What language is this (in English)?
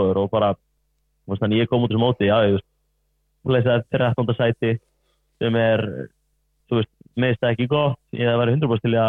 Icelandic